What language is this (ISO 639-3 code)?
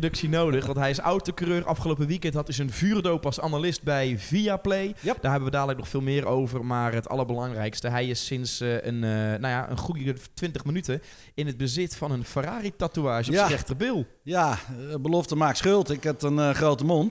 nld